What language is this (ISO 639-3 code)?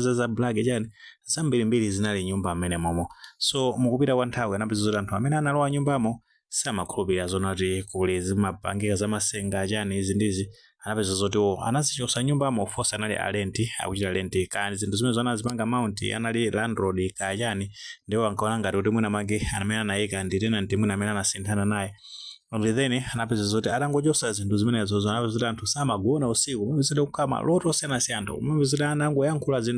nya